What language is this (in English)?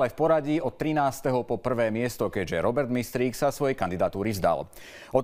Slovak